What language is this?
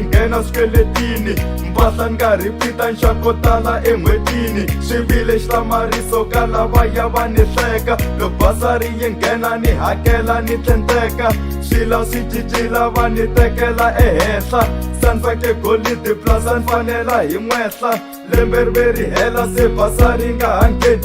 Tsonga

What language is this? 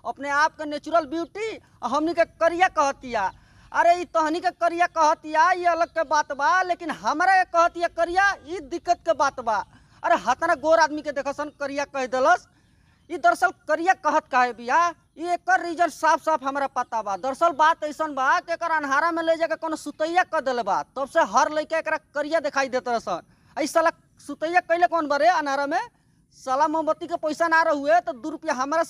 Bhojpuri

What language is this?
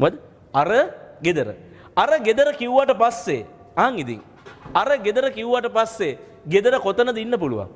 Sinhala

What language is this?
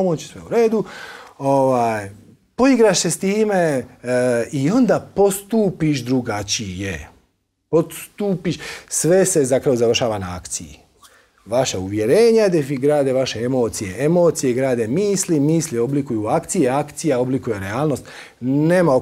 Croatian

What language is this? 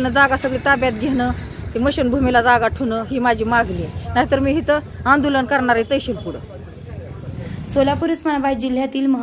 Marathi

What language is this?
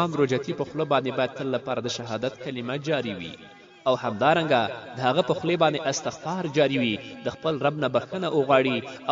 Pashto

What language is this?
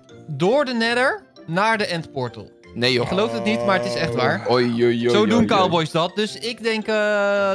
Dutch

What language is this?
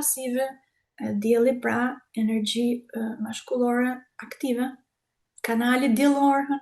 Albanian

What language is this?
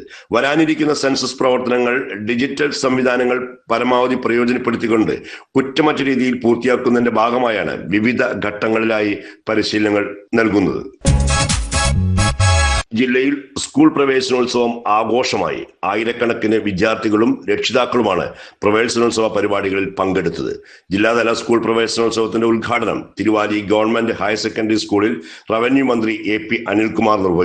Malayalam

